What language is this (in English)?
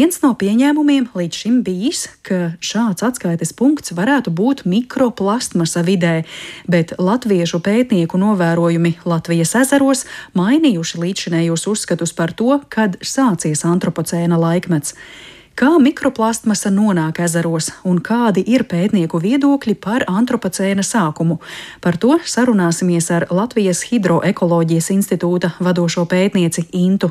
Latvian